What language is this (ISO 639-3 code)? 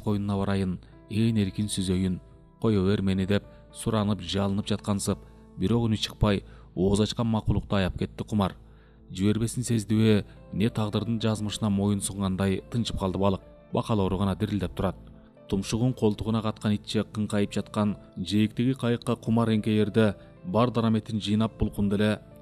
kir